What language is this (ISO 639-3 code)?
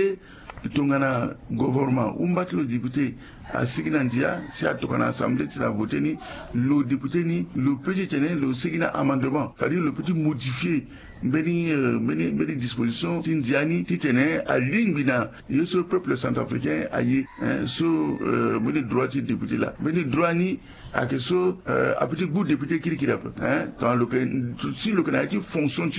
sag